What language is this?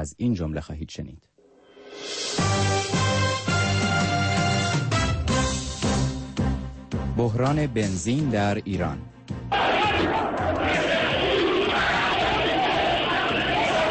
Persian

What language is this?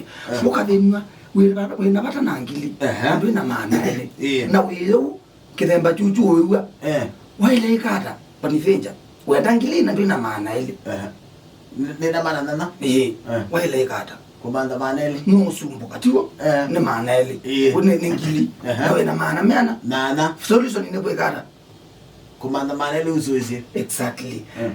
Kamba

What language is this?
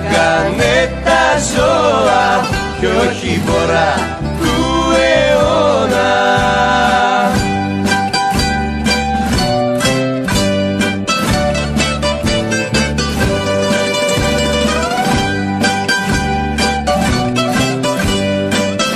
Greek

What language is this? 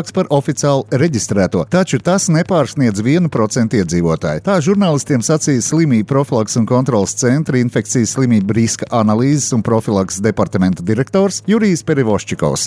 Latvian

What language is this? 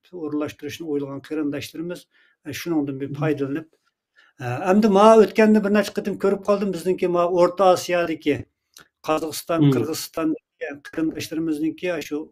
Uyghur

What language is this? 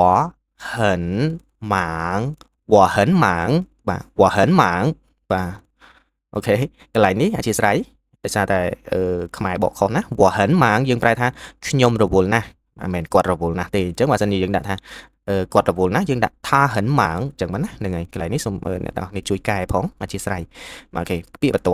Khmer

